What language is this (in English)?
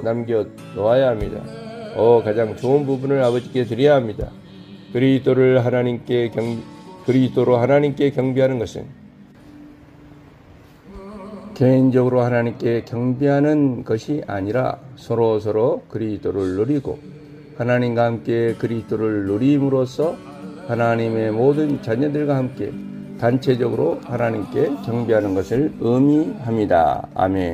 Korean